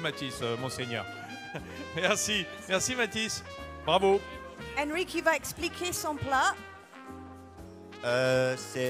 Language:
French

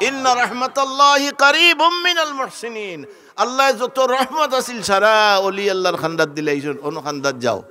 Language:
Sylheti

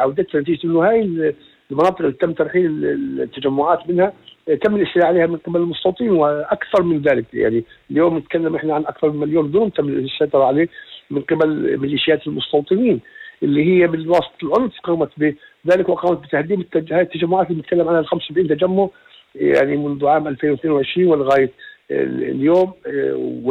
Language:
North Levantine Arabic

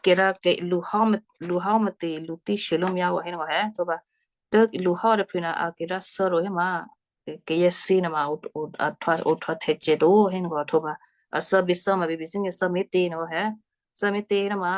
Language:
Western Kayah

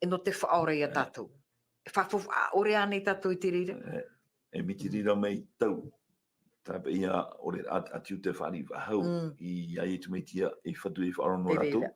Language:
Tahitian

